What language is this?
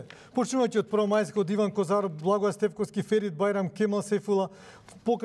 Macedonian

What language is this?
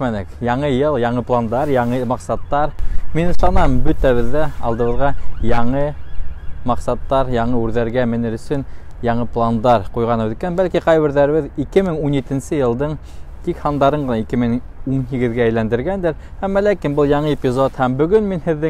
Bashkir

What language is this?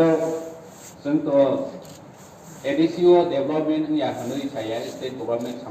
Kok Borok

